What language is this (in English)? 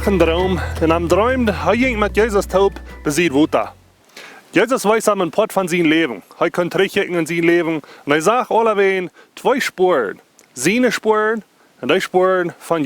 Plautdietsch